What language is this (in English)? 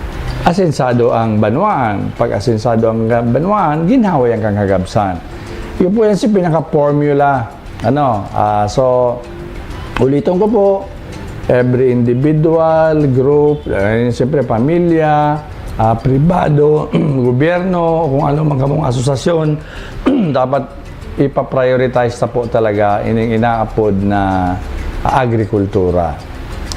Bikol